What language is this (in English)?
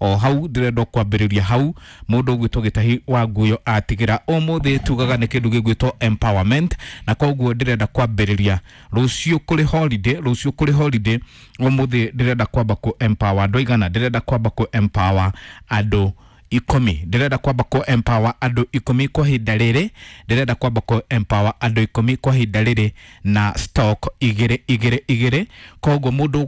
Kikuyu